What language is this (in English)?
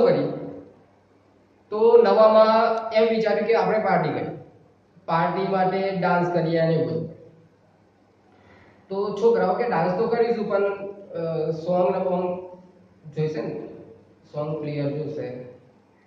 Gujarati